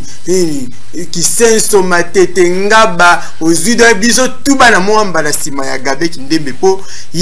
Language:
Lingala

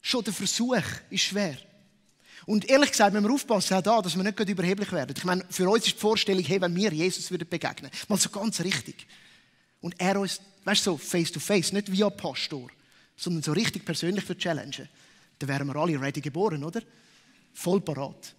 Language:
Swiss German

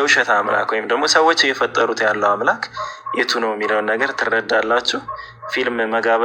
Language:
Amharic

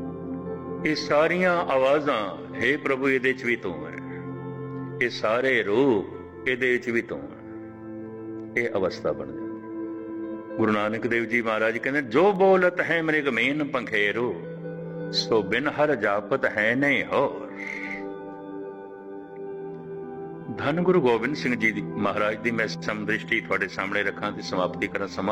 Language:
Punjabi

